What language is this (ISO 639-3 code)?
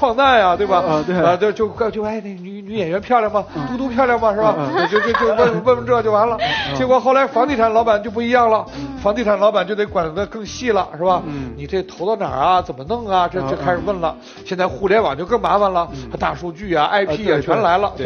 zho